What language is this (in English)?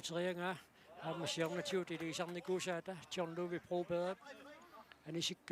Kalaallisut